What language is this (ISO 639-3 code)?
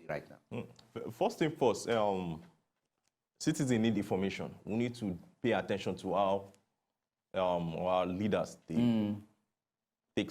pcm